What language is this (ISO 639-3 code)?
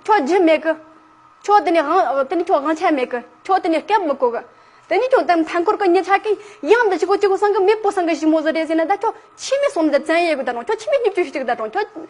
bod